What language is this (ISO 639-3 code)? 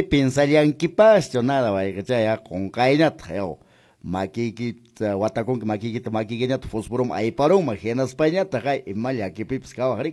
que